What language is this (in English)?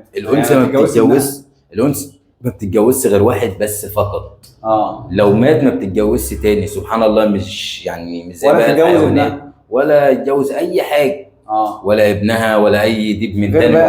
Egyptian Arabic